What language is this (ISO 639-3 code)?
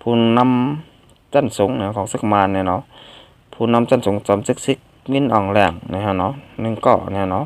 shn